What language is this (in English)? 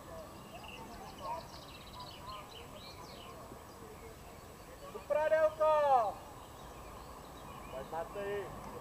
Czech